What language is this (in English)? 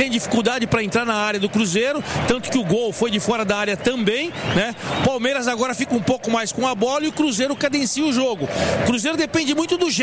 Portuguese